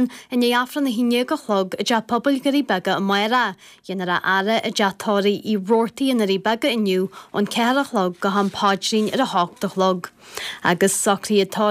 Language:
Irish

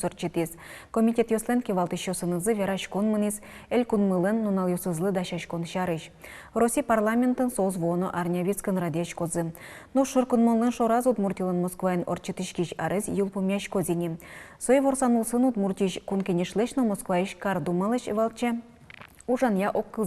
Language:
Udmurt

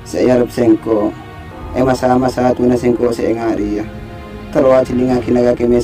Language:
Madurese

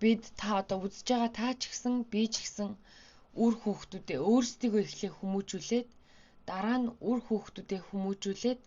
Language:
Mongolian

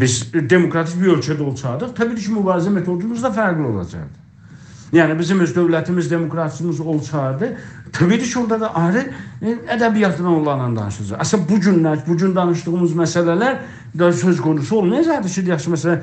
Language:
South Azerbaijani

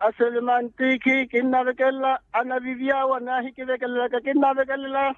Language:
Makhuwa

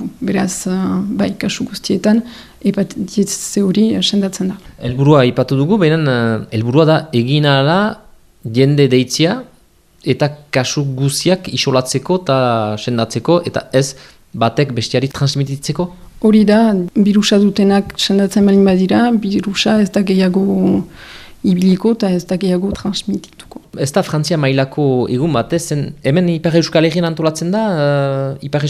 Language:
Basque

